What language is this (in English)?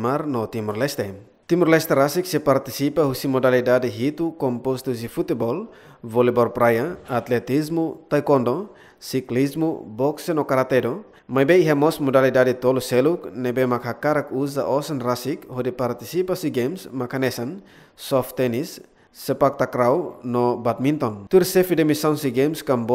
Tetum